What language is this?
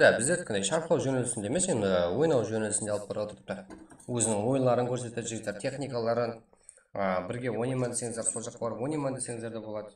Kara-Kalpak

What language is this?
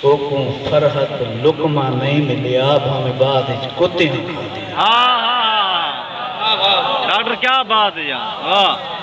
Saraiki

